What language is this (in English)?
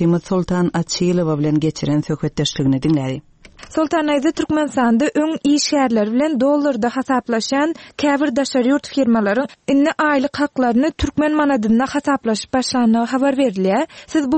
Turkmen